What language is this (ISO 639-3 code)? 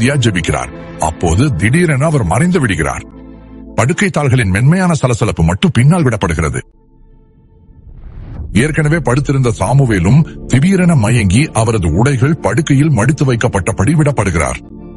tam